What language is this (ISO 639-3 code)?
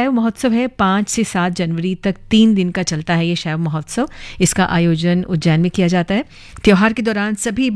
hin